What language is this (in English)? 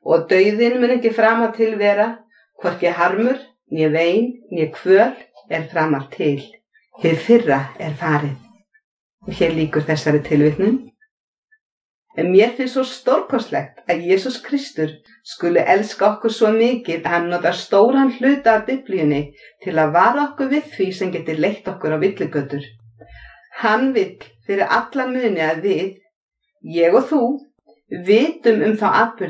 Icelandic